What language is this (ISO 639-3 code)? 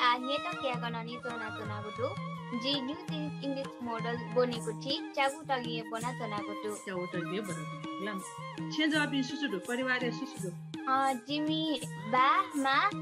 new